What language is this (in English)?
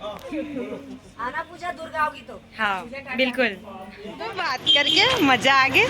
Chhattisgarhi